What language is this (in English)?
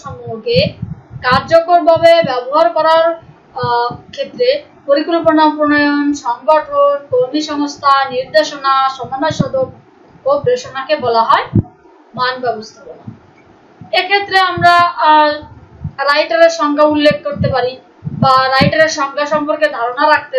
Bangla